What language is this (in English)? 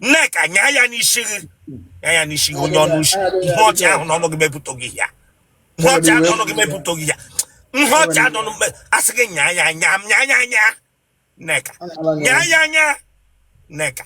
Igbo